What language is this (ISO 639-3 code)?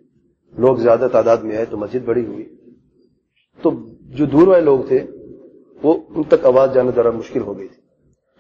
urd